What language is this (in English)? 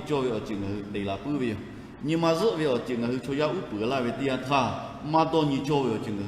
Lahu